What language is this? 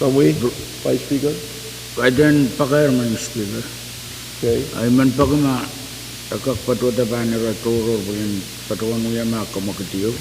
Pohnpeian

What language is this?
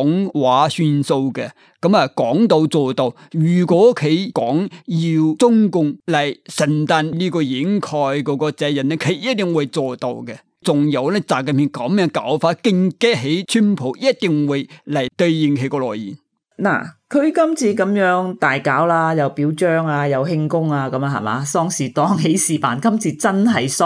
Cantonese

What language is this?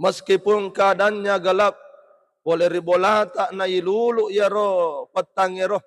Buginese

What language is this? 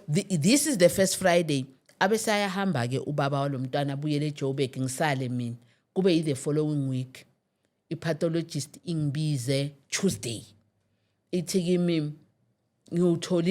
Zulu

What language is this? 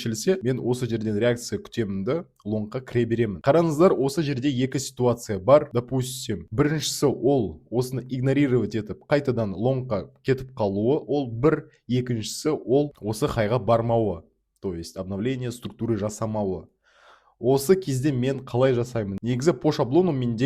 Kazakh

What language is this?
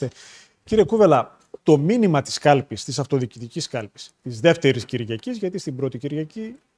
Greek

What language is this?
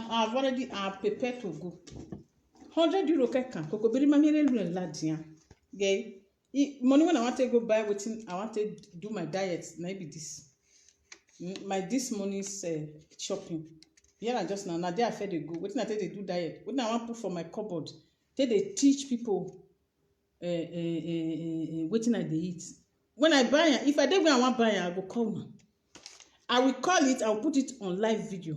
Nigerian Pidgin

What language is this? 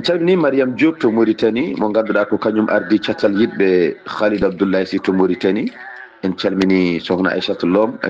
Fula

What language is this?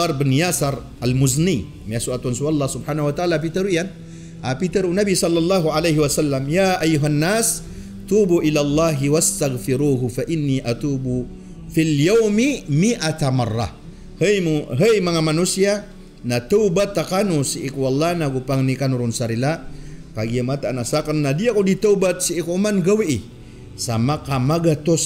Maranao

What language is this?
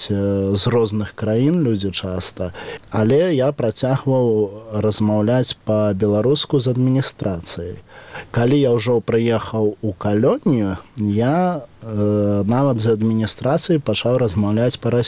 Belarusian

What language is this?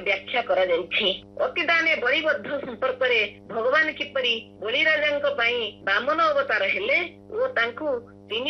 Odia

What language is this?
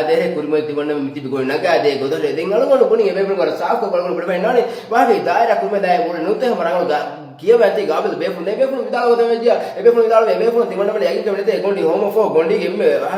Divehi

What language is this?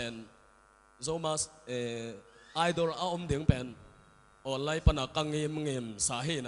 Tedim Chin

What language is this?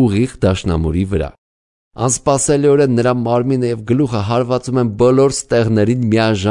Armenian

